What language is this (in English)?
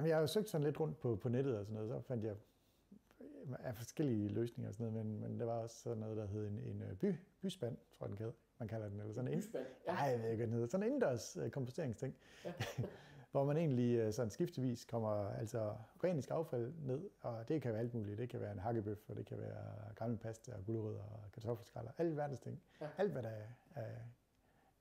Danish